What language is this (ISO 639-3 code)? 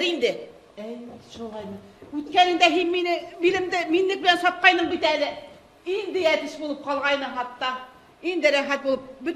bak